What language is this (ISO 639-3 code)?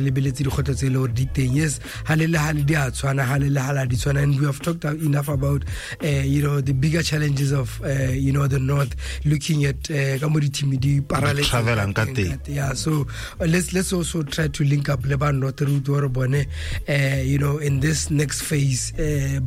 tsn